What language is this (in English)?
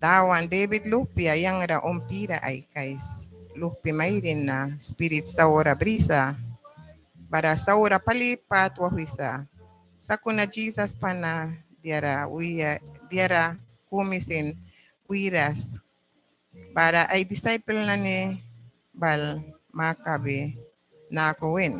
Mískito